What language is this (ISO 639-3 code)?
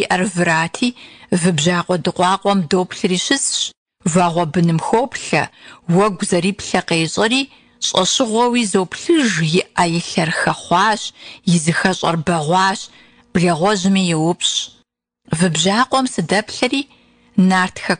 kbd